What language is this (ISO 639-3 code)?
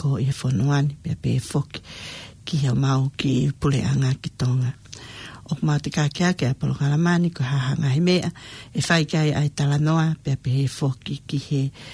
ton